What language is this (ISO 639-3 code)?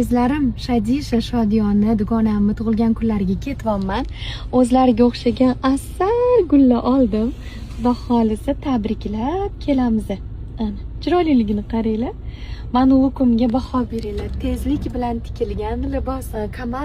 uzb